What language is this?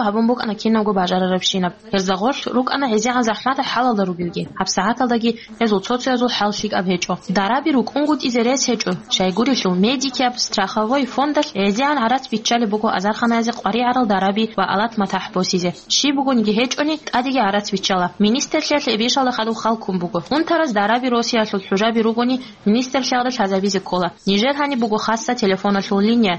Avaric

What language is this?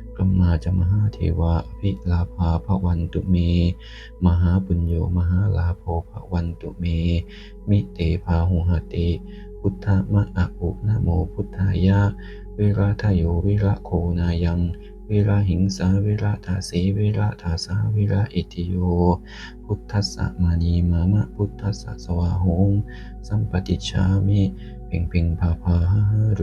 Pali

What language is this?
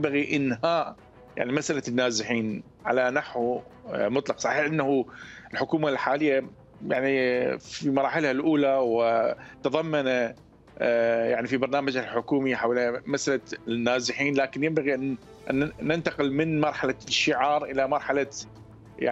Mesopotamian Arabic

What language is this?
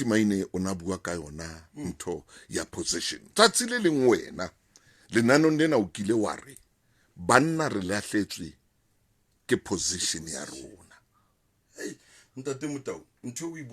Southern Sotho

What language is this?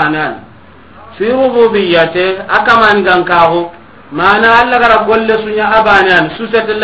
Soninke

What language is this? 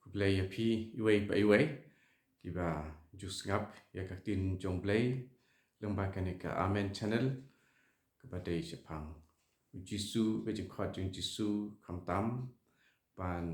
Khasi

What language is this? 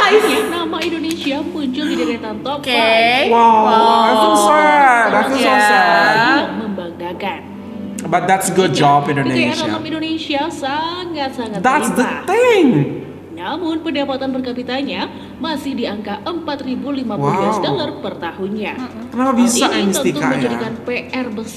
Indonesian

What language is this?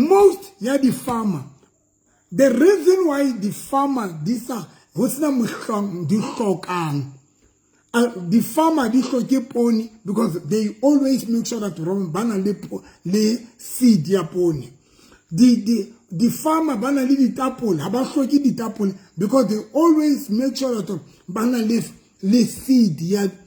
Southern Sotho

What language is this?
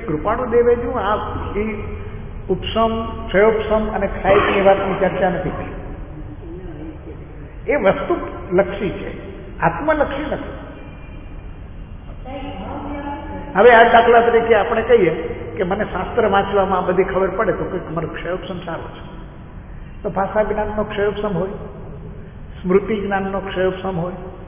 Gujarati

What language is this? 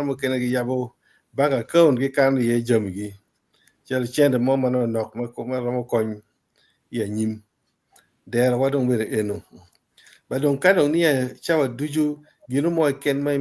Acoli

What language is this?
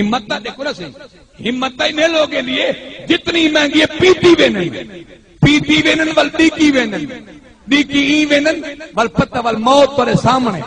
Saraiki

